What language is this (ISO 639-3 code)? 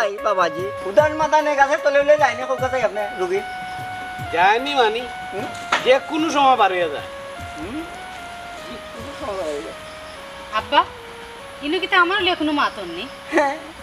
syl